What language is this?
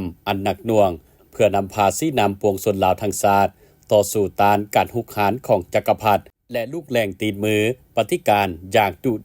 Lao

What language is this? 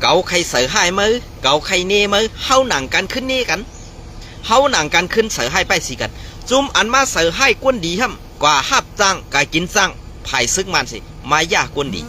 Shan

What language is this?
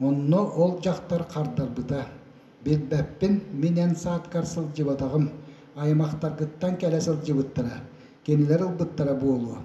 Yakut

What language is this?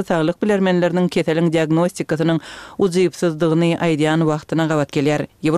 Turkmen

